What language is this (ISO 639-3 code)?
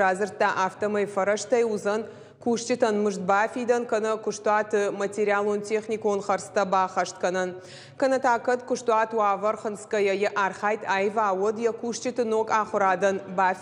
oss